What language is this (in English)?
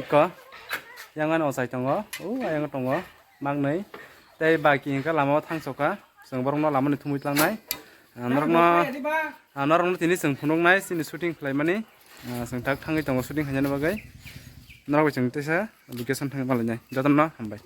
Kok Borok